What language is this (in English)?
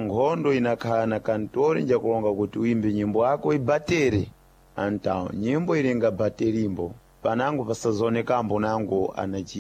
Sena